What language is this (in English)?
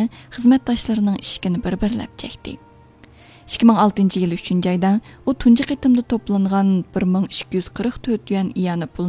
Uyghur